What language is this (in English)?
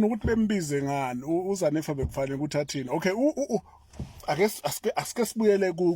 Zulu